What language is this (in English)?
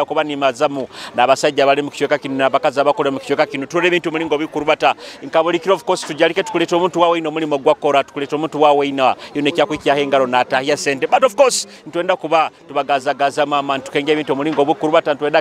Nyoro